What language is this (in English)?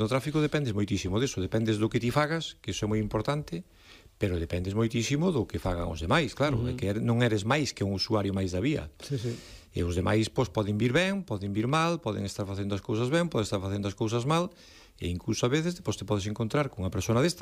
Galician